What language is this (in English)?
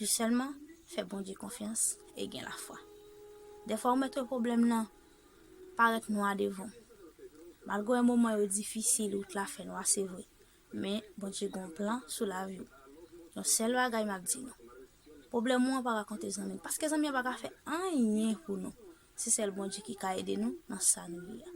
Haitian Creole